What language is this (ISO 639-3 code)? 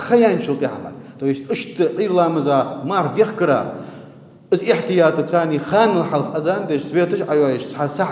inh